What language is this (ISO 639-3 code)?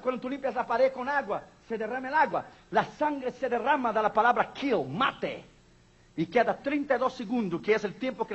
spa